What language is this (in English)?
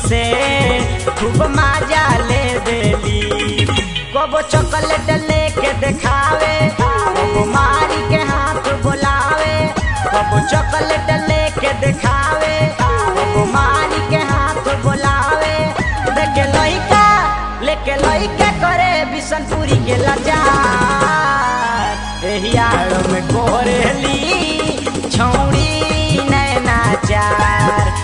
Bhojpuri